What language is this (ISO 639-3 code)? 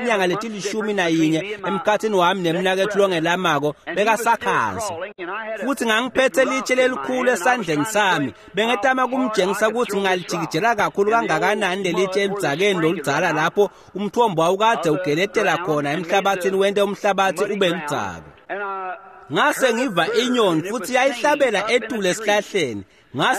ssw